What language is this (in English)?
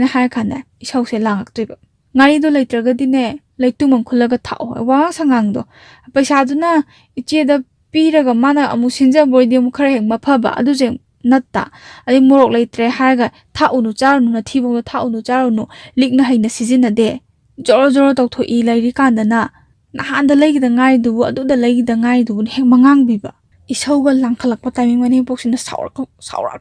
Manipuri